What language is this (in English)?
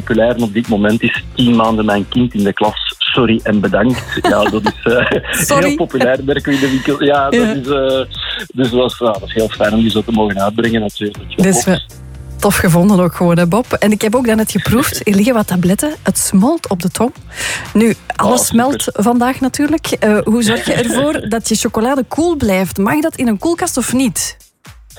Dutch